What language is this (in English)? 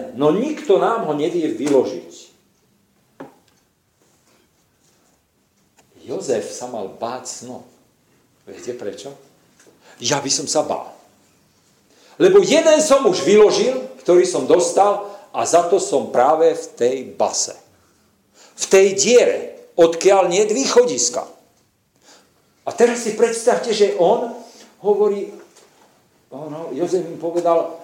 Slovak